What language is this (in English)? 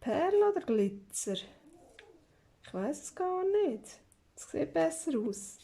Swiss German